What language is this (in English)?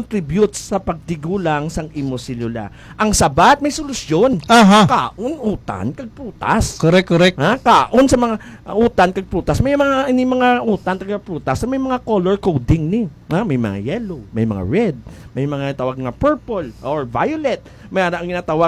Hiligaynon